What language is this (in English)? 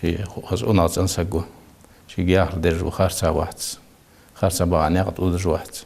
Ingush